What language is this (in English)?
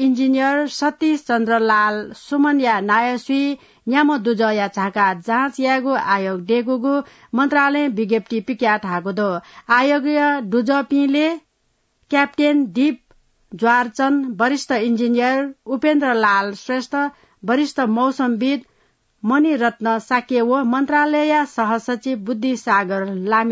Newari